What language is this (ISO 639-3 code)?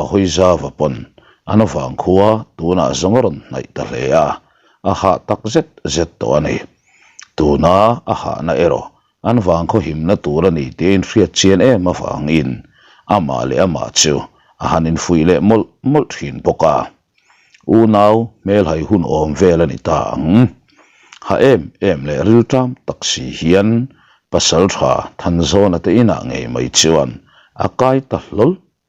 lus